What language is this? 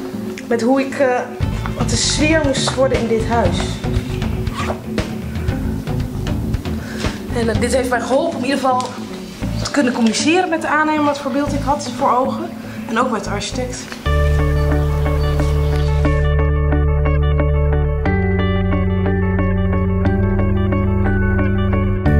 Dutch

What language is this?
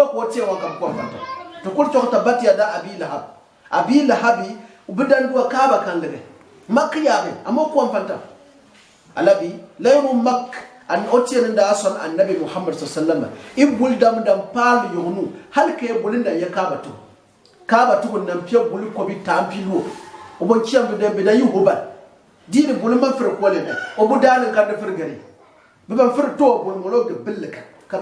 Gourmanchéma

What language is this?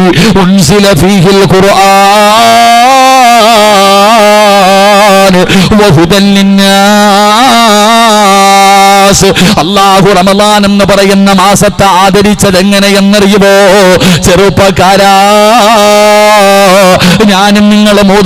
Malayalam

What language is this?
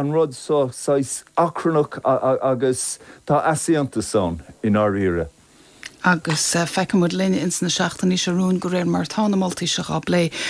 Irish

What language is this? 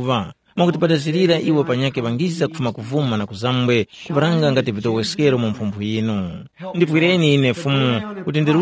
Tumbuka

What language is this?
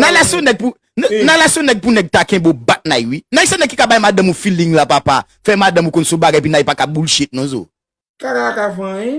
Haitian Creole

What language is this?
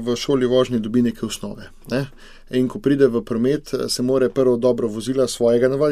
Slovenian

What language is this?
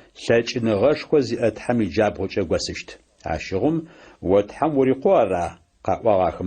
Adyghe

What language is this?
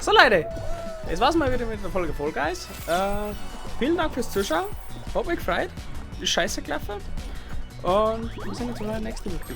Bavarian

